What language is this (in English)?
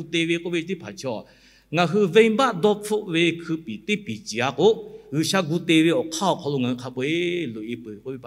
Lahu